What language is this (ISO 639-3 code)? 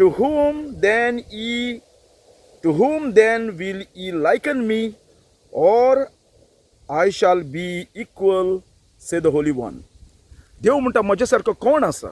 kok